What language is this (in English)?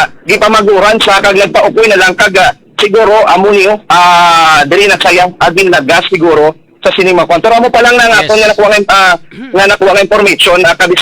Hiligaynon